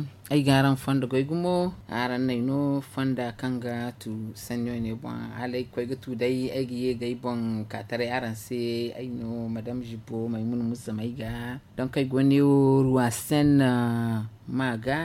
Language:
Zarma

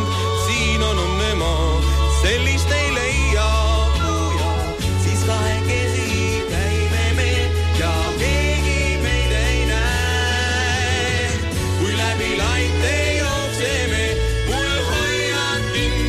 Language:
Estonian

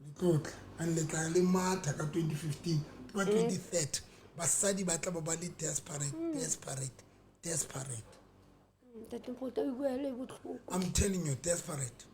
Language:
Southern Sotho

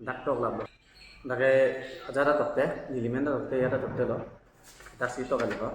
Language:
Karbi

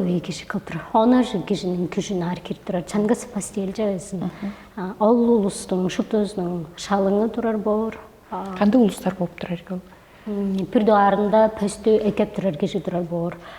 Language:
Tuvinian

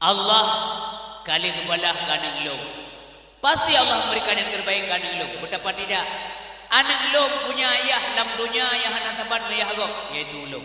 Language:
Achinese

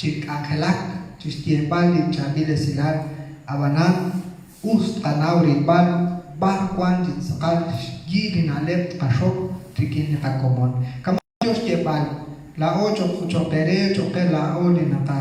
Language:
Kekchí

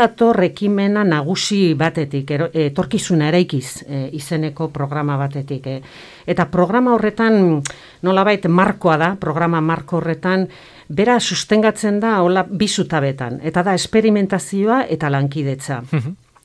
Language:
Basque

